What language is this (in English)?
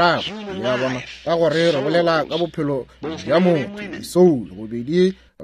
Northern Sotho